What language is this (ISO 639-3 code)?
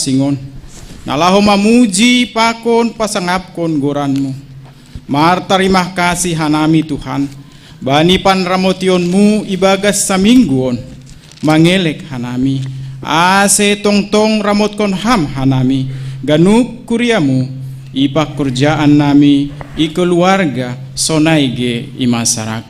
bts